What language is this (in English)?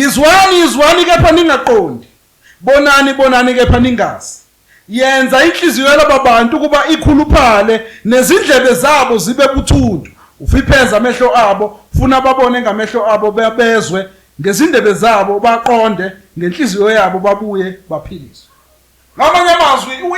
Zulu